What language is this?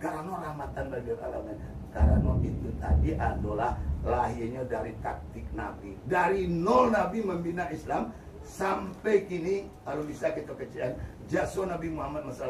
Minangkabau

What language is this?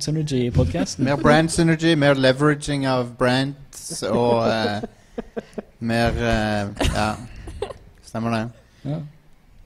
Norwegian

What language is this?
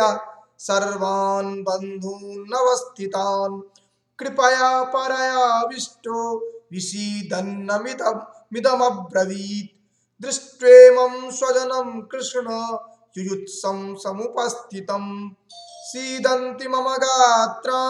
Sanskrit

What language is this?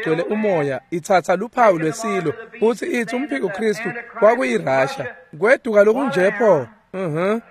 Swati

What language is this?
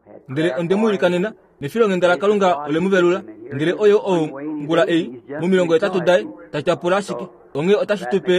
Kuanyama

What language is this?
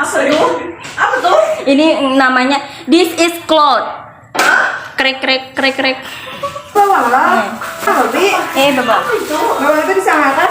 Banjar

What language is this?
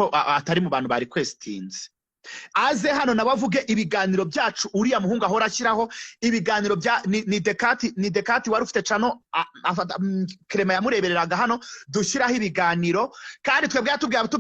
Kinyarwanda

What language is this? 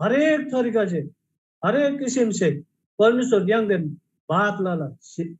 Eastern Tamang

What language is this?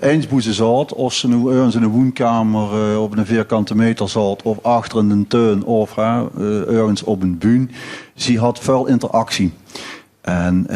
Limburgish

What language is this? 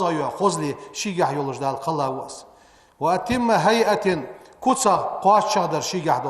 Ingush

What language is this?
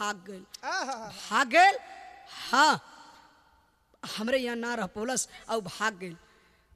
Bhojpuri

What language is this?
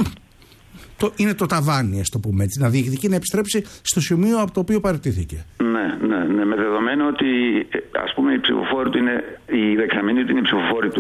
Greek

